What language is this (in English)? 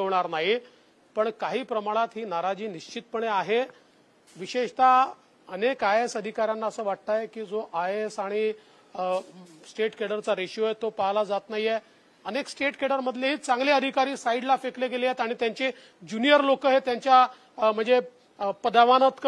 Marathi